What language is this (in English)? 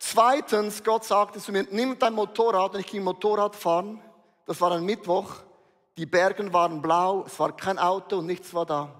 Swiss German